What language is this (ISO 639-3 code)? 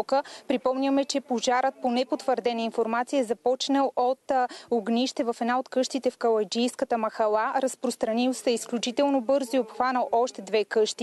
bul